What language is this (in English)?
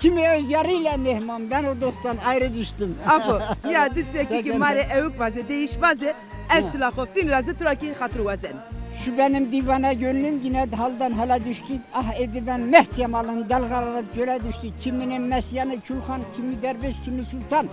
Zaza